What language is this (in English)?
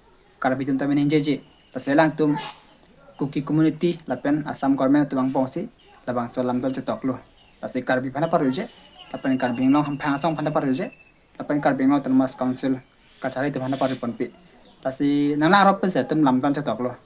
Karbi